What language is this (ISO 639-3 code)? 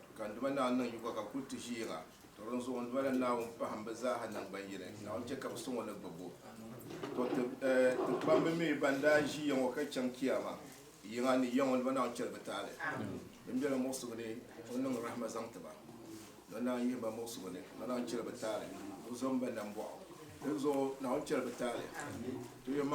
dag